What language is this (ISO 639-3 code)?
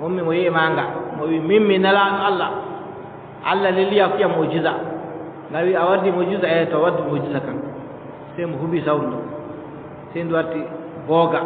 fub